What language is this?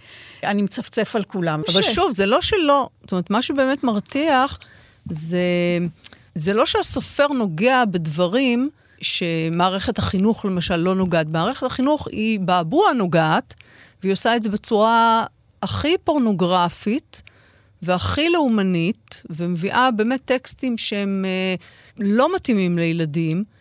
Hebrew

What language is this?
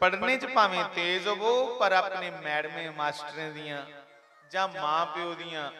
Dogri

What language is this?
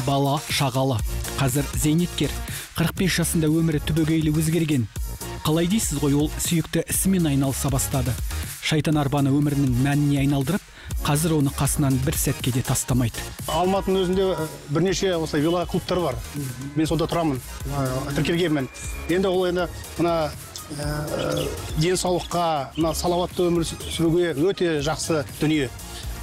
Kazakh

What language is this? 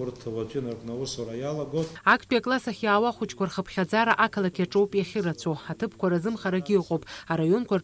Abkhazian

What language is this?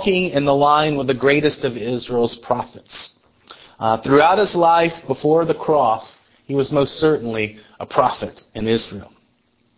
English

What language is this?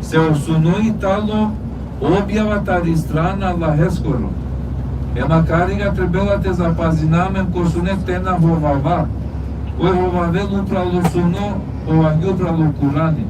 Balkan Romani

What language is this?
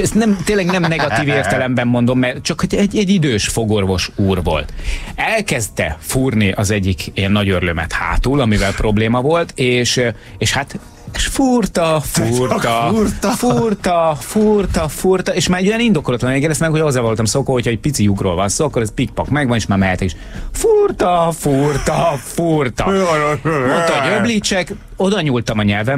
Hungarian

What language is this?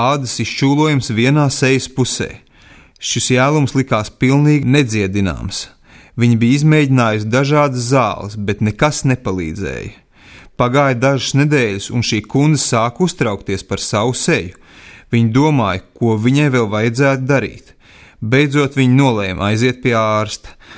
Latvian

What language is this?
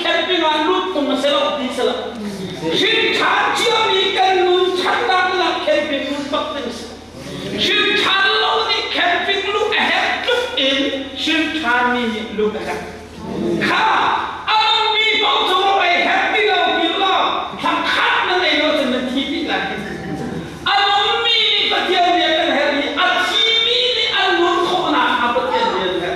Hakha Chin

